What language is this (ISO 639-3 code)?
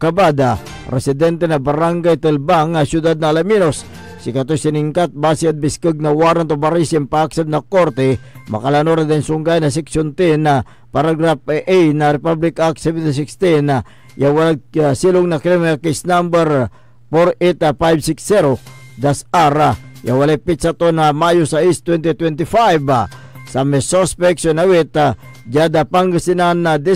pag